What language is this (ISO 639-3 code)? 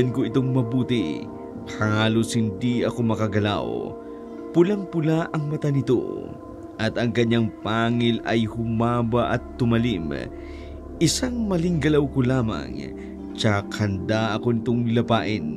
fil